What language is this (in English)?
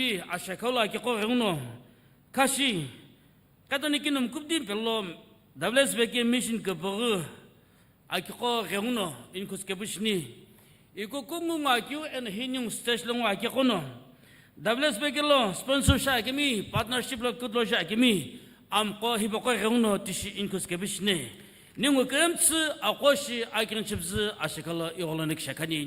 Sumi Naga